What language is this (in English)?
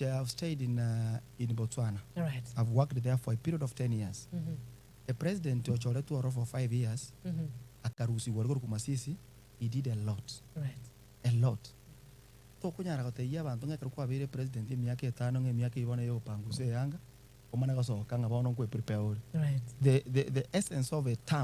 Gusii